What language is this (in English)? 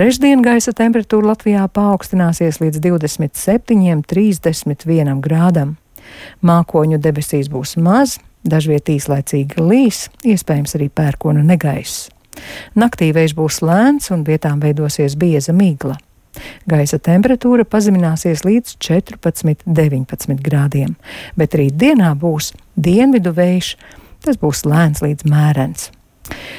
Latvian